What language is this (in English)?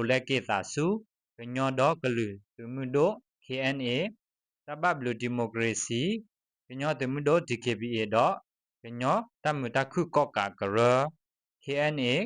S'gaw Karen